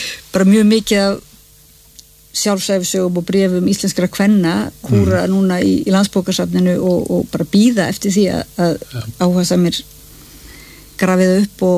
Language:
Icelandic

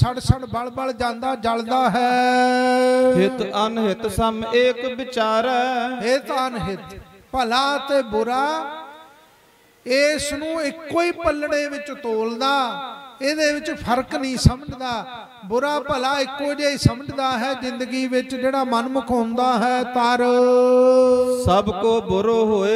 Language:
Punjabi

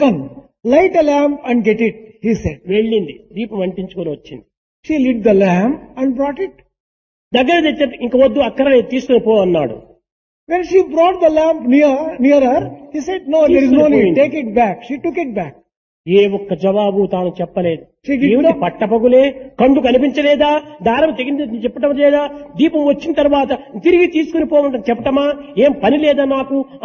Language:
Telugu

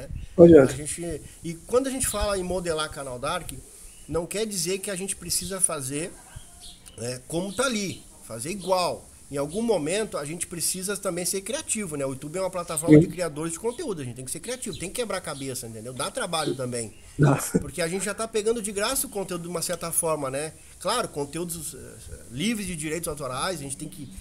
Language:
Portuguese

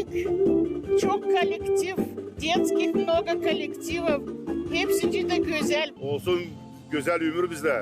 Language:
Gagauz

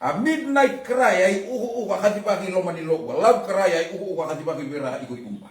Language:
Fijian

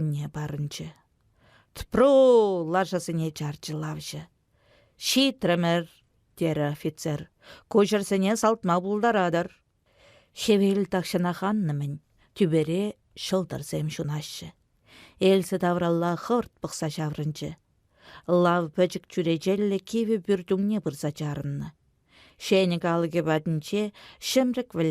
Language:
Chuvash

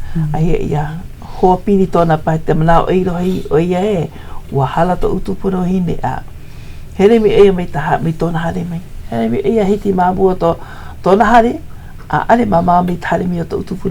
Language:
Hawaiian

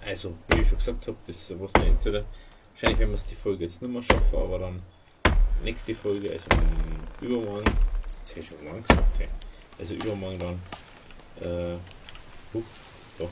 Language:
Bavarian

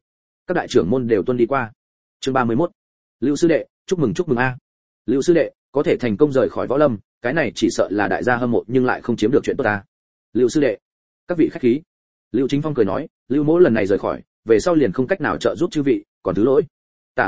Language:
Vietnamese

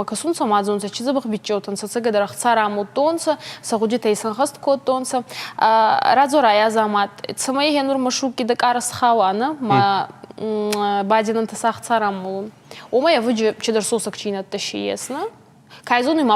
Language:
Ossetic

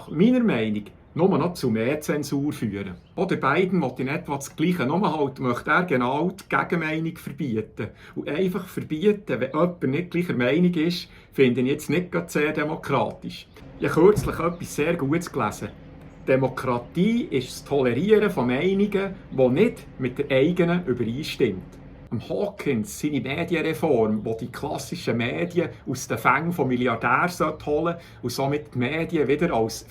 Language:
Swiss German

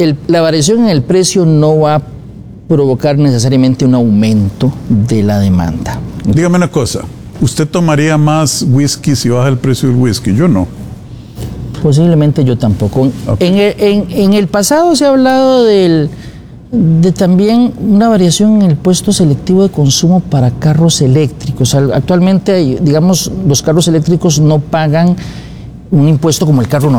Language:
Spanish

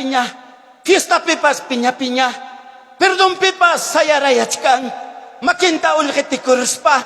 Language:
Ayacucho Quechua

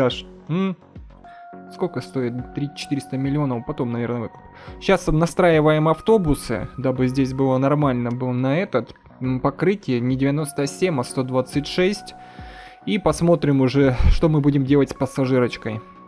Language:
Russian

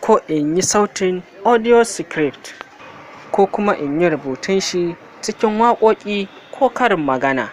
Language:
Hausa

